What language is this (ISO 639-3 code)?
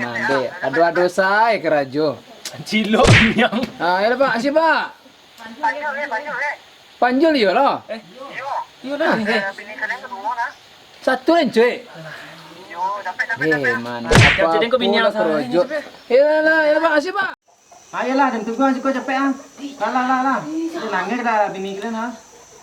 min